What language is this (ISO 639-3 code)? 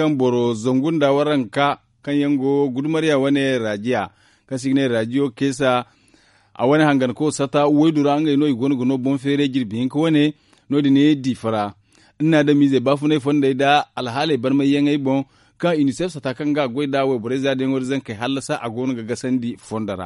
dje